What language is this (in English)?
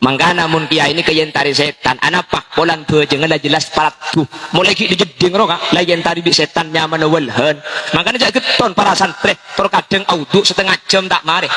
Madurese